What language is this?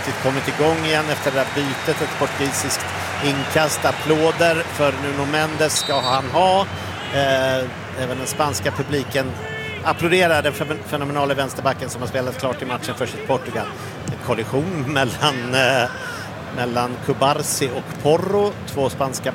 Swedish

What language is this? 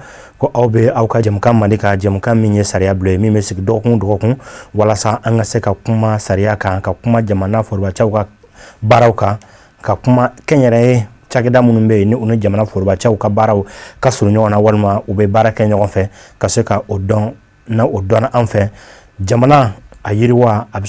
Bambara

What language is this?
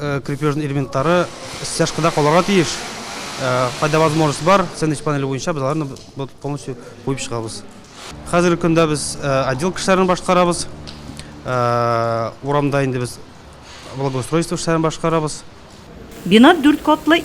Tatar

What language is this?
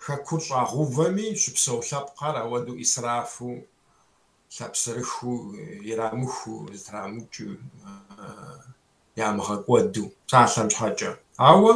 Kabardian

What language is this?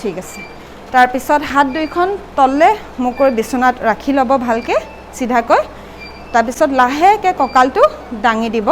Assamese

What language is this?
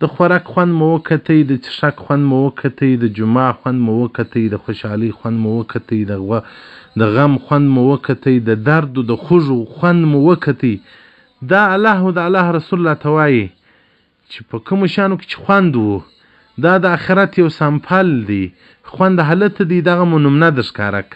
Pashto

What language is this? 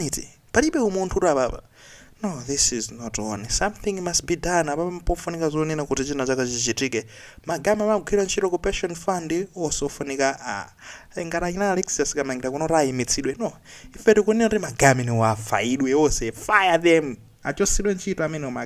Nyanja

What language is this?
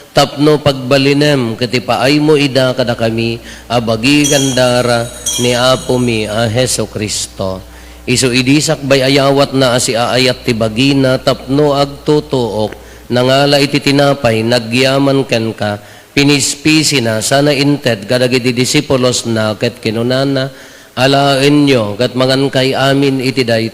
Iloko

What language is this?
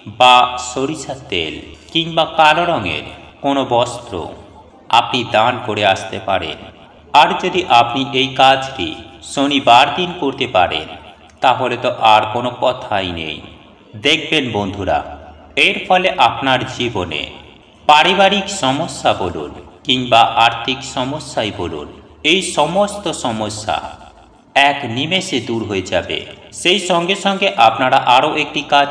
Bangla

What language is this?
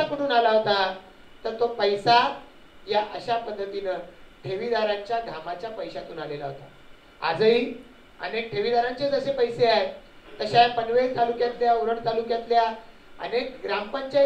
Marathi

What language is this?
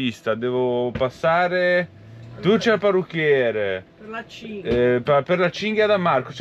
Italian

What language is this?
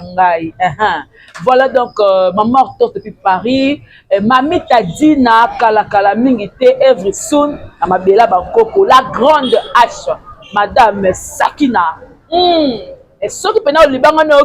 Lingala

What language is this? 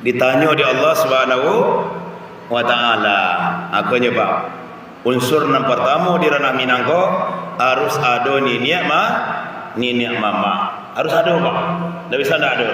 Minangkabau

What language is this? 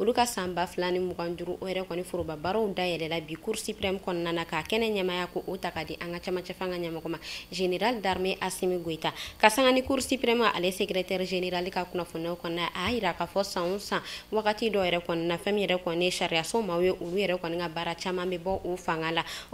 Bambara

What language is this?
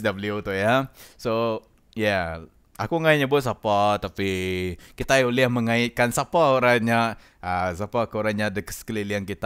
Iban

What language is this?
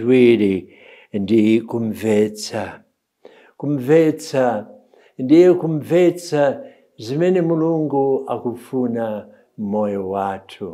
Nyanja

